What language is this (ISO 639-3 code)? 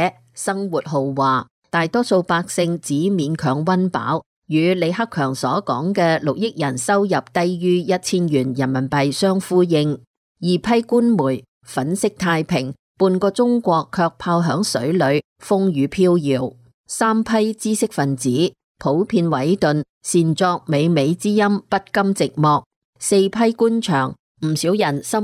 yue